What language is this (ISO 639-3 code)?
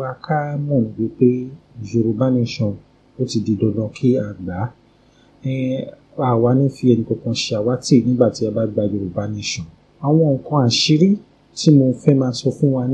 yor